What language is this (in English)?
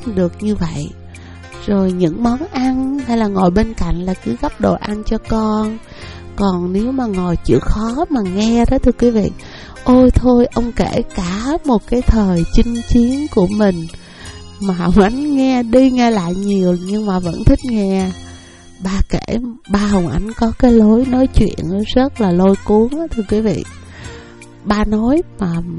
Vietnamese